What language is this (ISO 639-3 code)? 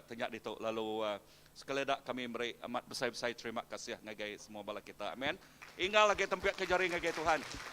iba